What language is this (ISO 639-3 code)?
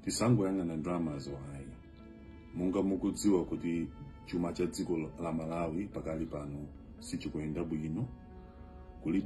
nya